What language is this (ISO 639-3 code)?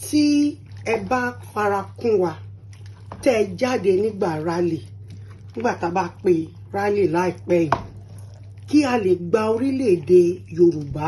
yor